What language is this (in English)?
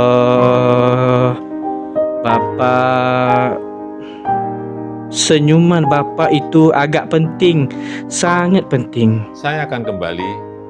Malay